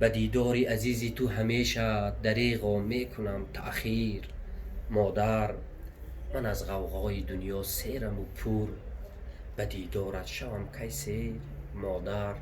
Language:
Tajik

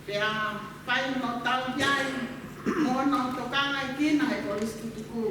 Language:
Tongan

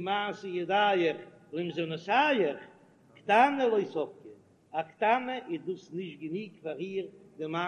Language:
Yiddish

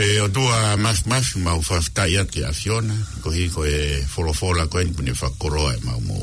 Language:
Tongan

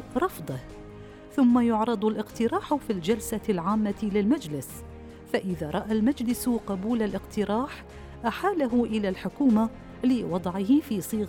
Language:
Arabic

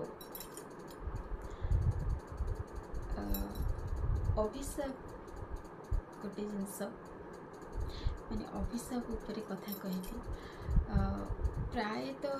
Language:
Odia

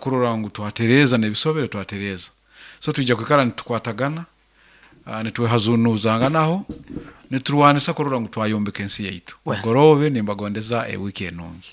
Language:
Nyankole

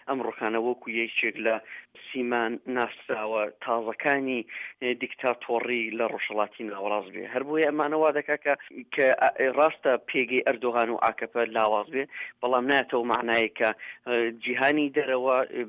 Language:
Central Kurdish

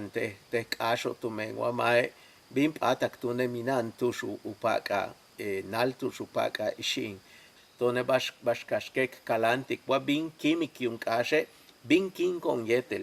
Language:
Yucateco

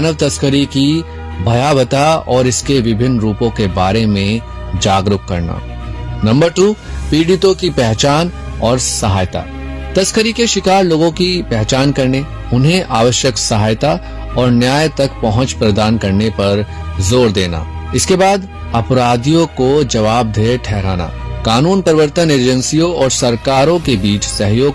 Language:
Hindi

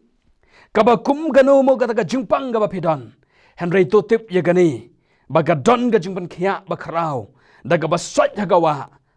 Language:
Khasi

